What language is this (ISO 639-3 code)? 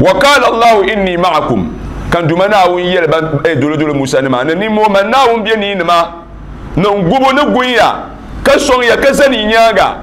dag